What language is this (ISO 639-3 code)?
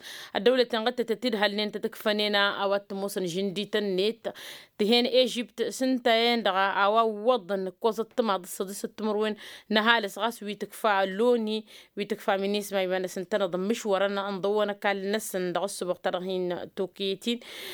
taq